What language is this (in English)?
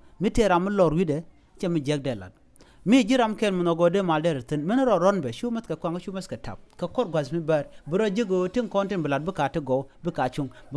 Nuer